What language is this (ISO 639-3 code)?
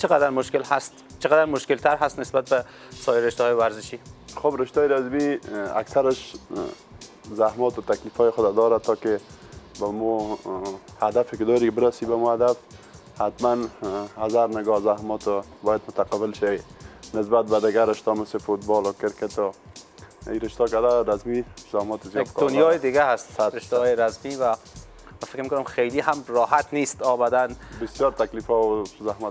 fas